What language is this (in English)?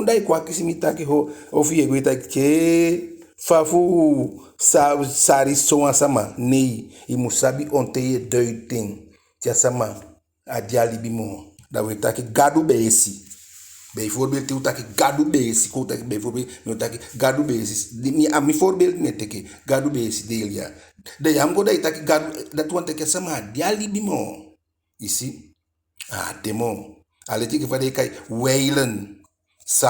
Eastern Maroon Creole